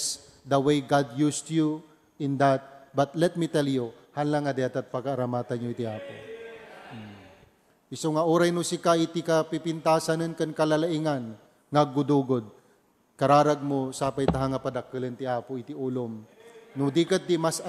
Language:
Iloko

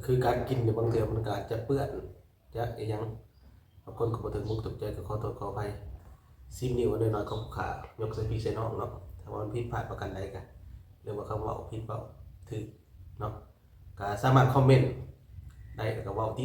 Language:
Lao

